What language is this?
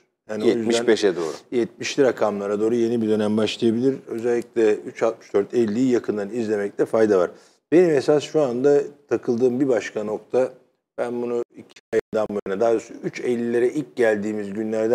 Turkish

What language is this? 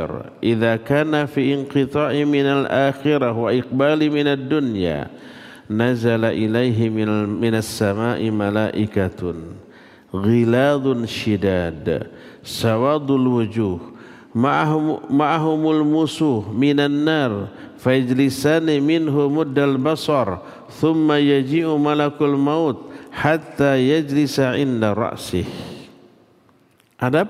Indonesian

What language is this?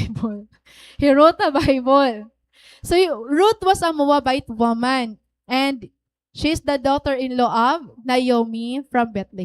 Waray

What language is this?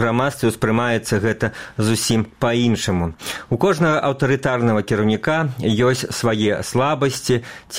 Belarusian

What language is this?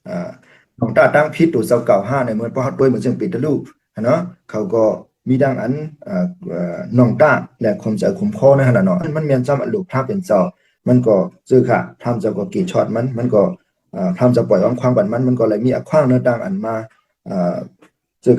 Shan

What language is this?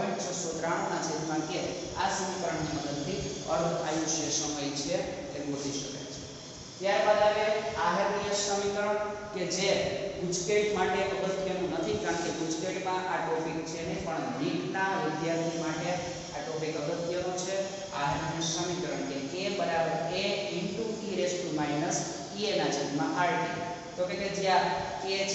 Gujarati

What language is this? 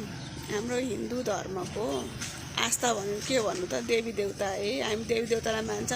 Nepali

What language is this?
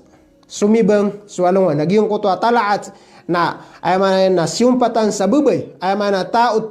Maranao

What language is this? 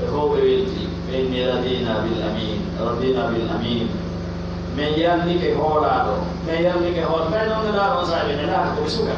Pular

